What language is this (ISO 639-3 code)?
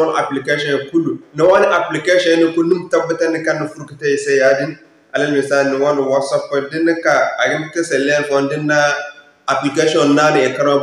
dje